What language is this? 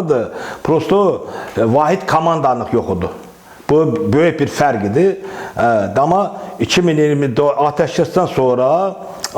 Azerbaijani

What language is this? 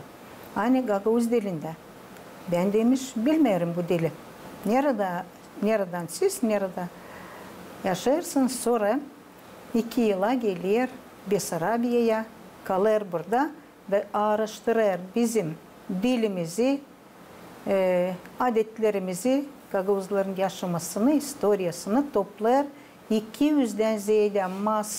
Gagauz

